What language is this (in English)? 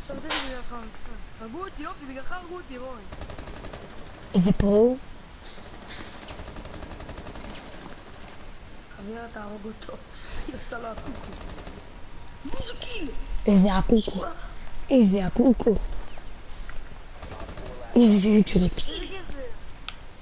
Hebrew